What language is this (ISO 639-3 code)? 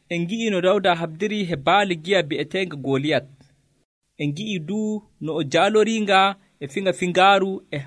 fuv